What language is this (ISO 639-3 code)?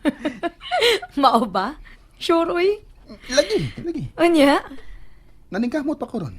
ceb